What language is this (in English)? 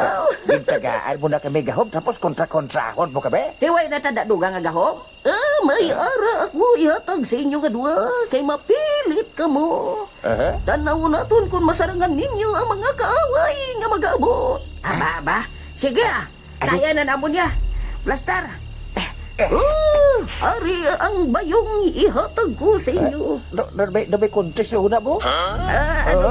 Hiligaynon